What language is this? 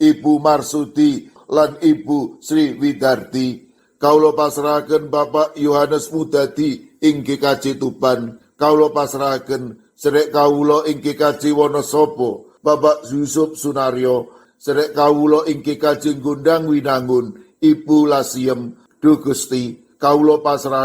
Javanese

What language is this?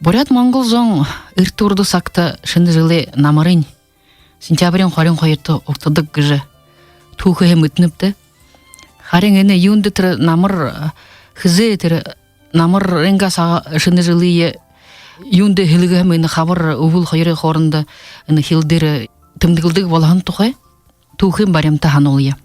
Buriat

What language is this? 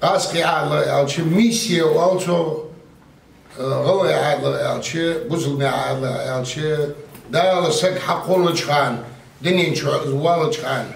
Ingush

